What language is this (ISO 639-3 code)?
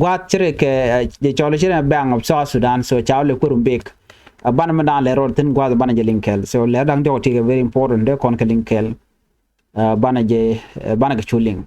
nus